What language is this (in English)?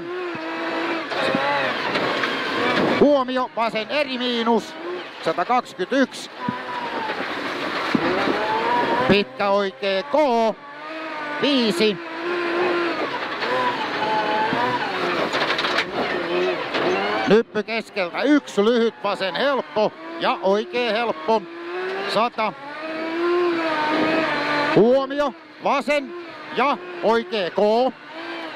Finnish